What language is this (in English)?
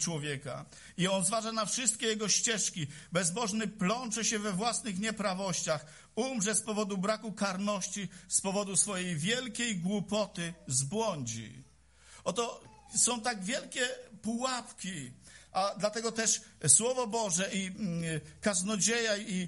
Polish